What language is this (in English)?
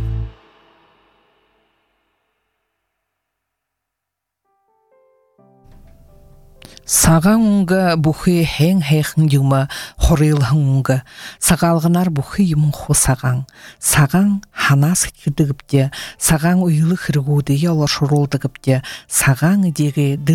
Buriat